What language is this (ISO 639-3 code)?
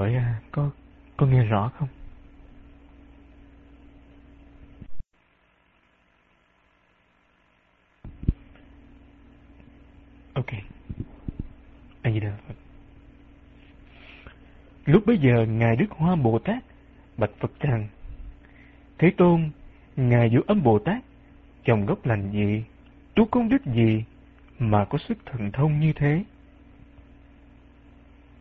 vie